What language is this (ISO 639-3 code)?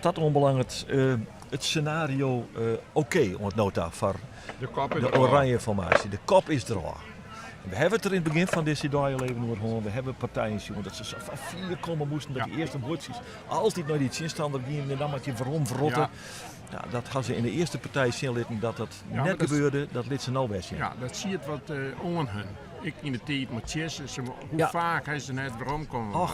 fry